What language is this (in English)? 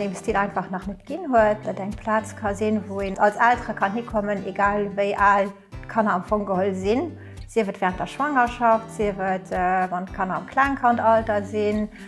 Luxembourgish